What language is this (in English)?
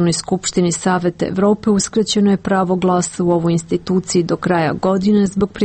Serbian